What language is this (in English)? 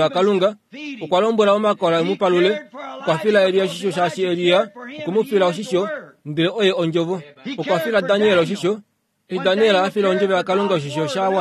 Kuanyama